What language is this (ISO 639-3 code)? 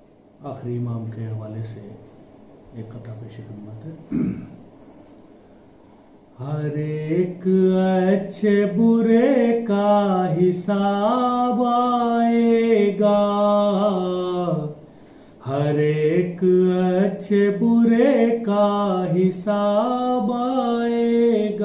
urd